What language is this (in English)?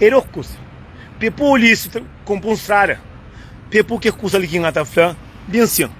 Kabuverdianu